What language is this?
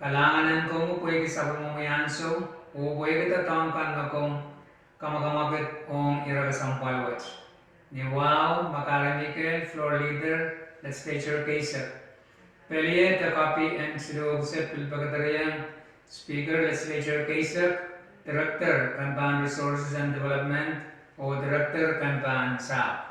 Pohnpeian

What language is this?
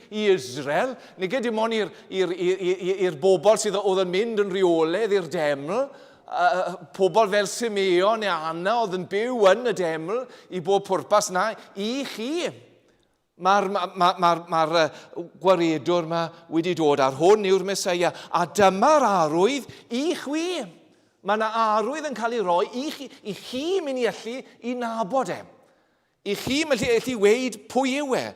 Welsh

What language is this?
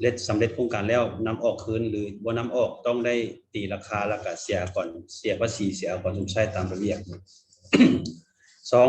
Lao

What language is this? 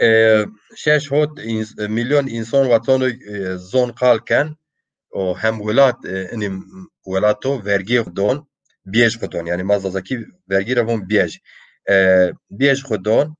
Zaza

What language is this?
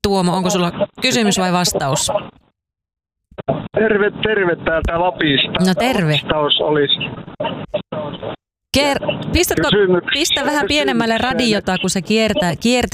Finnish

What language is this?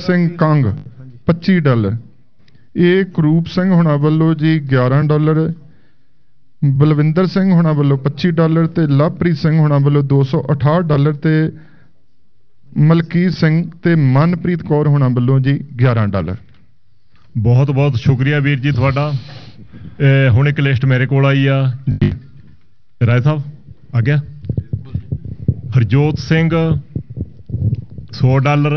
Punjabi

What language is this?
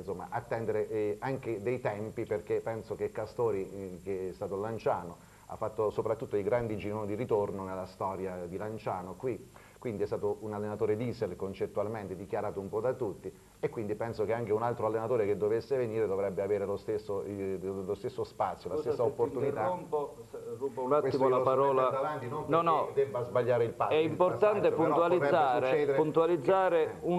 Italian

